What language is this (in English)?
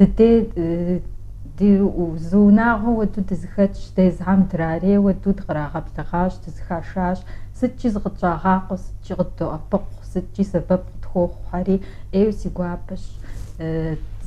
Kabardian